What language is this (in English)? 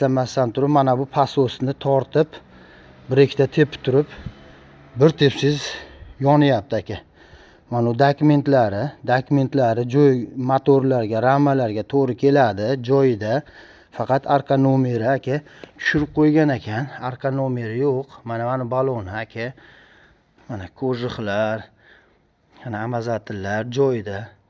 Uzbek